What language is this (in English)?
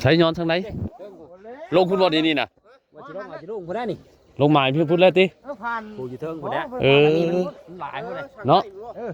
Northeastern Thai